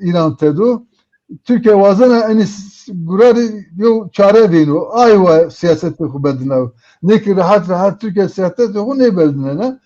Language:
Zaza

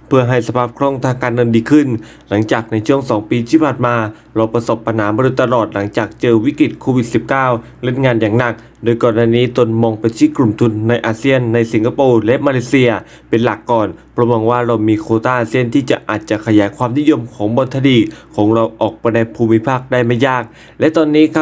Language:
Thai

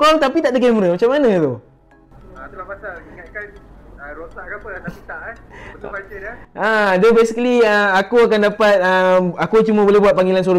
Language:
Malay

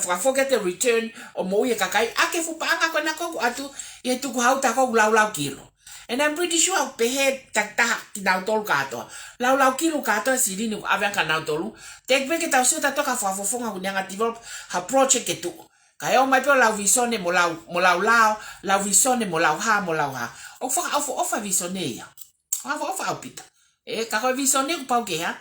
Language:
Tongan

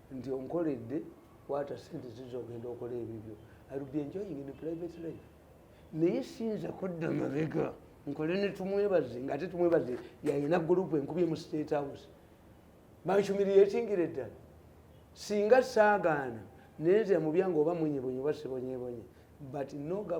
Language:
Ganda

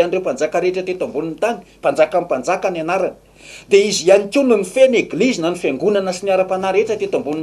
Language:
Malagasy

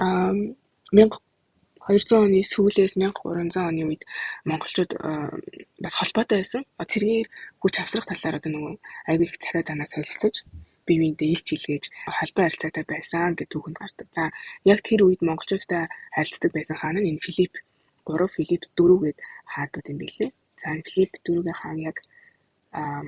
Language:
Mongolian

